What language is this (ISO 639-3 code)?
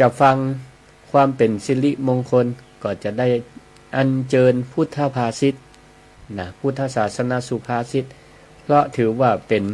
nod